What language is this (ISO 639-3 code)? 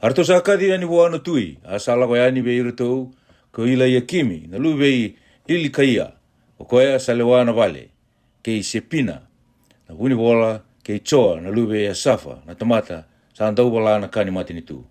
fij